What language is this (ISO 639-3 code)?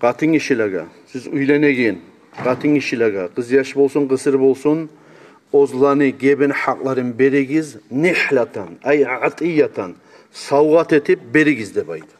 kum